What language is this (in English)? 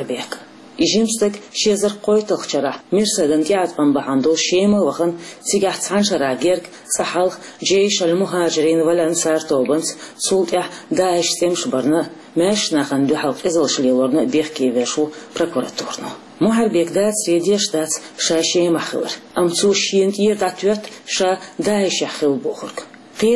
Chechen